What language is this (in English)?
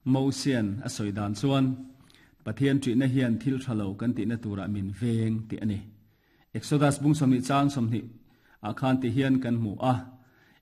Mizo